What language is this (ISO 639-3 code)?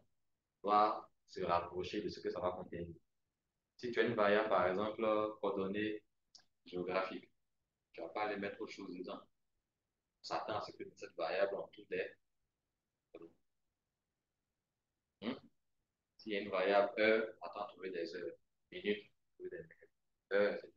fra